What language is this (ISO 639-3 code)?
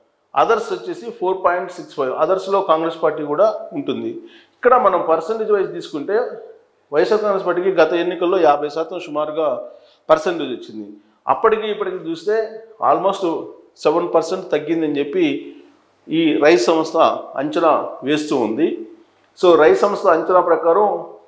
tel